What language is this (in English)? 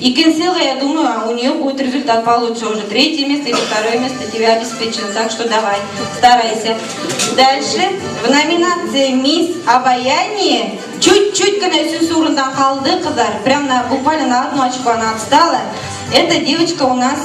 Bashkir